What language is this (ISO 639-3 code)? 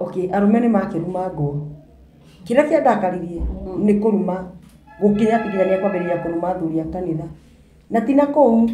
kik